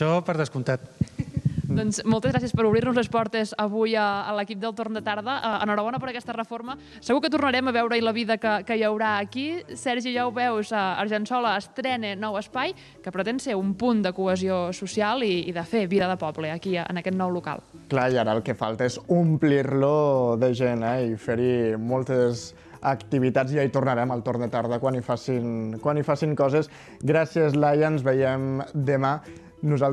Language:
Catalan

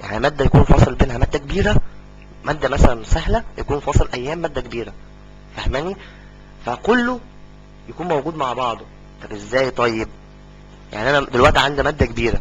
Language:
Egyptian Arabic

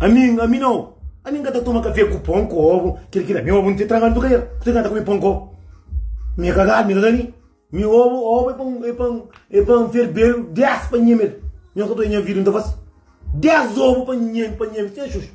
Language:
Kabuverdianu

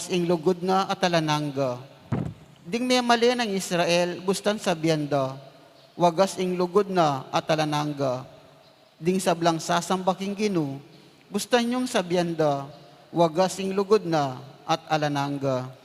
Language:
Pampanga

